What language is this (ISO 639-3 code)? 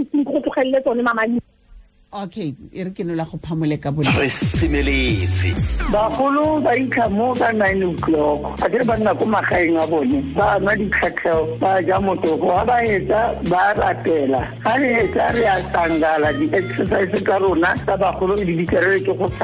tsn